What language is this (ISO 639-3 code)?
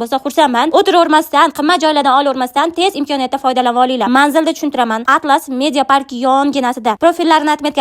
uzb